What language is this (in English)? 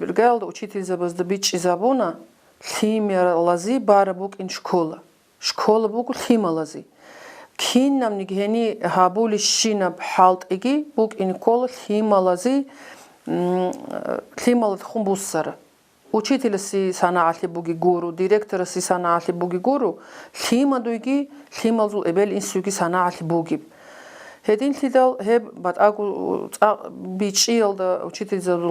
Avaric